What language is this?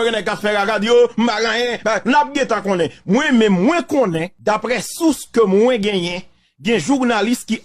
Haitian Creole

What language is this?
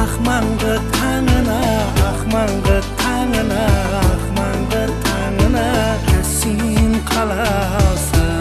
Kara-Kalpak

